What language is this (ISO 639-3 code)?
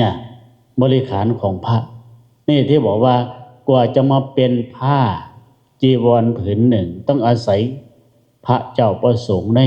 lao